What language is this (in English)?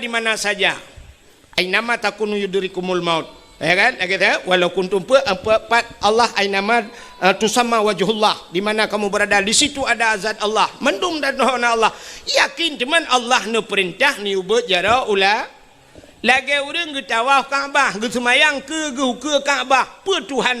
Achinese